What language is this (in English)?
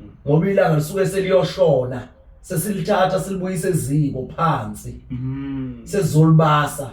Zulu